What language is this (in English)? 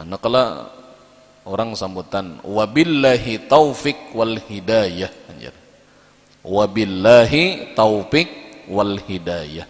Banjar